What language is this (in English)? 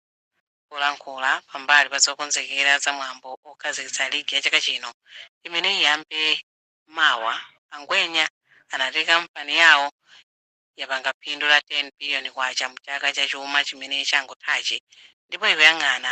Nyanja